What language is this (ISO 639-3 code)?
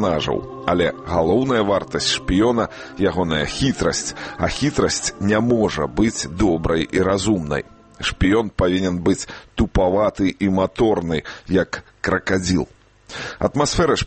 bel